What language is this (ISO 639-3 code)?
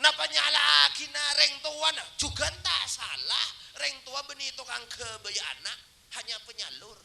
mad